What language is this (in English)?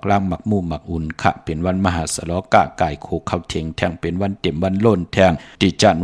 Shan